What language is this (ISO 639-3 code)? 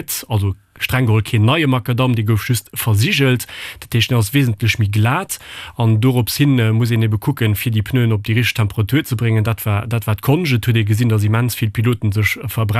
ltz